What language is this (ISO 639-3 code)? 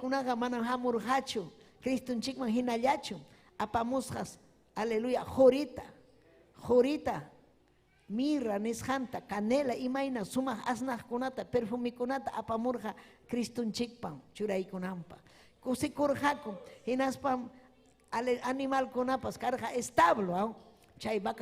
quy